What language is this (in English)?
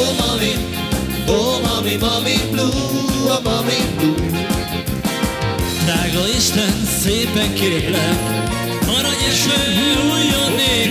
Hungarian